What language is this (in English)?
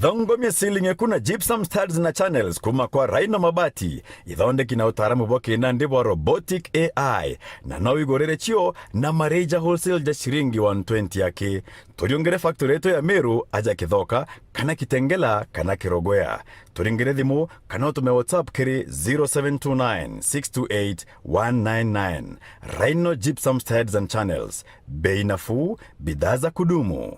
Meru